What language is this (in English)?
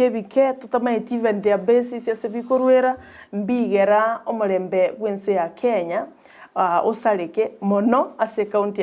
Gusii